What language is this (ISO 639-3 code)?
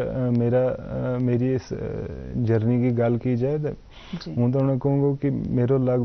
gju